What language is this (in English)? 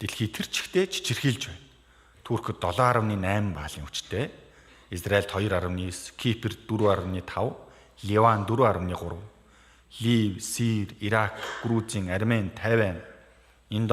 Mongolian